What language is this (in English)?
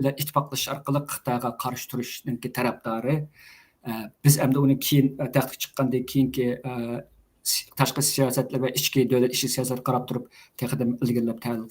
Uyghur